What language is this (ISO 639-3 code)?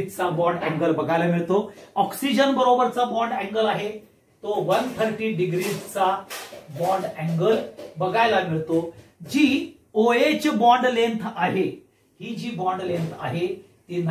mar